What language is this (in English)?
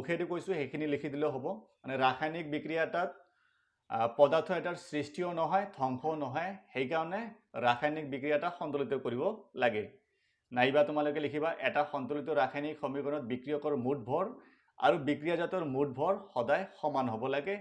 Assamese